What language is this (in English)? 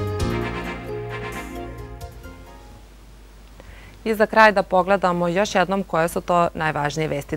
Serbian